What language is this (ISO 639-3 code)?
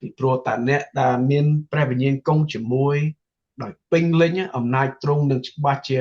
khm